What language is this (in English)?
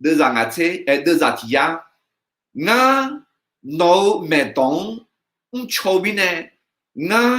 Akha